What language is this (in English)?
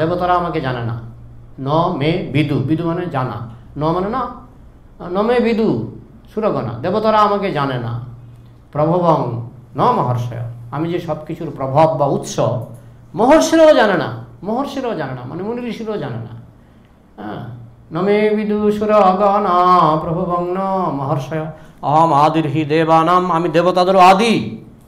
Bangla